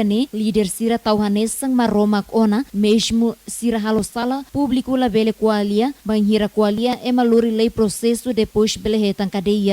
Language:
Tetum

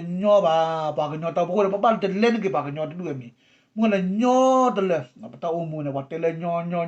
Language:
S'gaw Karen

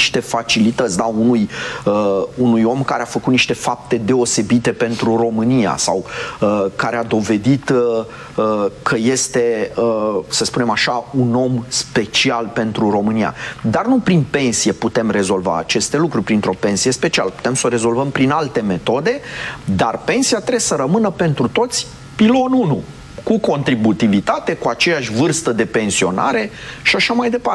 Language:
Romanian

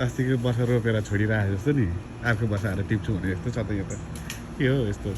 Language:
Nepali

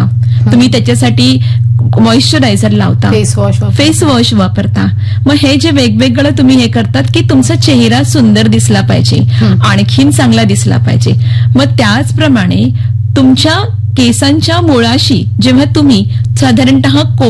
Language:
Marathi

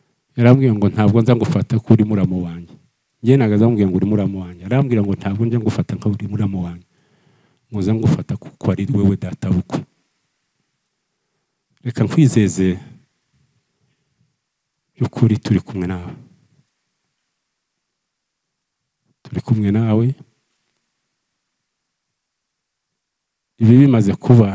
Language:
Kinyarwanda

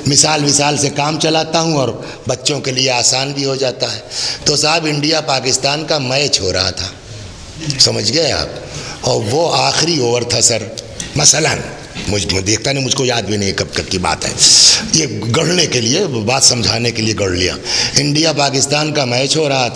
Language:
Urdu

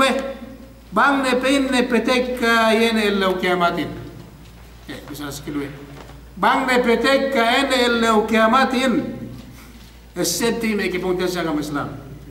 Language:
Yakan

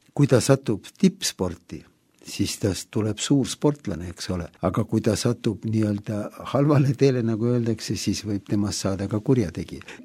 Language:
Estonian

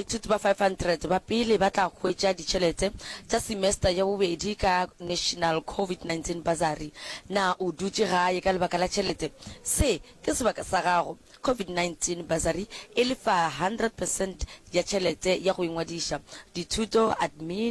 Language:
Northern Sotho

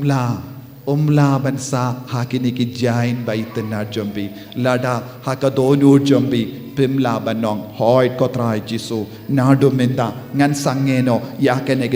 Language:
Khasi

